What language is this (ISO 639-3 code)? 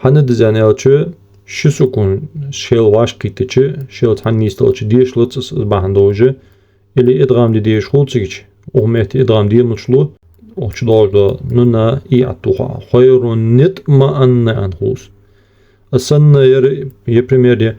inh